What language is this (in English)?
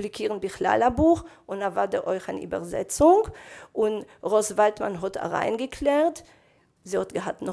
Yiddish